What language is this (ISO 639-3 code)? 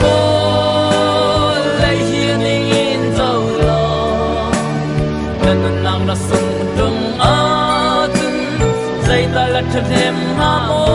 cnh